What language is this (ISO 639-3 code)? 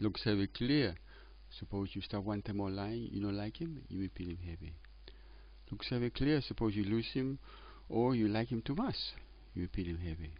tpi